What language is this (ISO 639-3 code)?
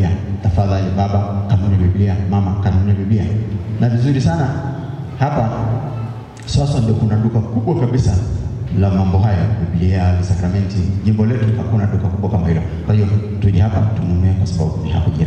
swa